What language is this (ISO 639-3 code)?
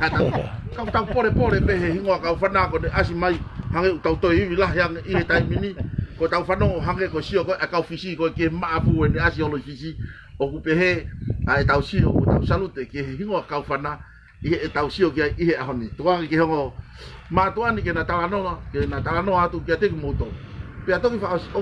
ton